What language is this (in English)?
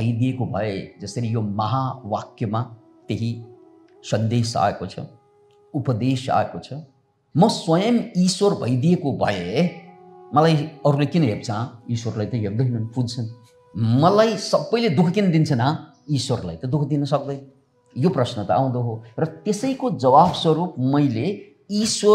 Nepali